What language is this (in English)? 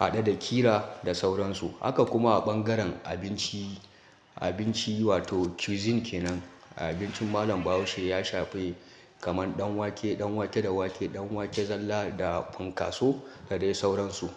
Hausa